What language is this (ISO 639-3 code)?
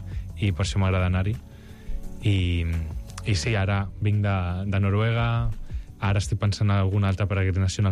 cat